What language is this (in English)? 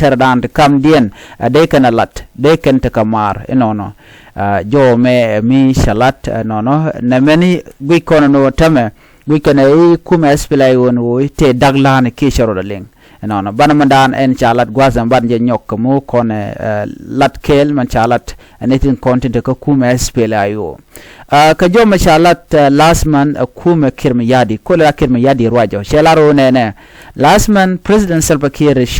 Nuer